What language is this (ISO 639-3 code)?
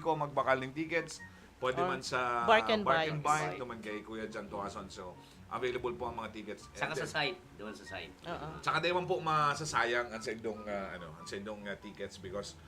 bik